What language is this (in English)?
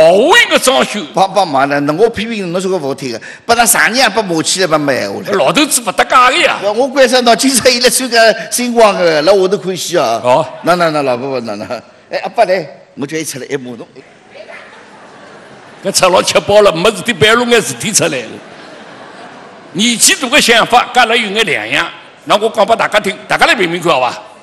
Wu Chinese